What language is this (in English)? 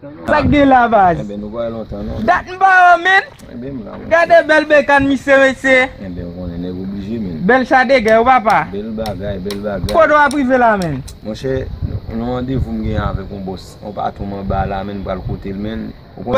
Haitian Creole